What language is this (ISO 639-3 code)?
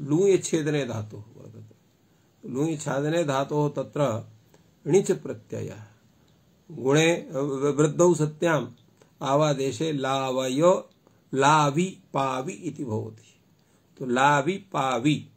san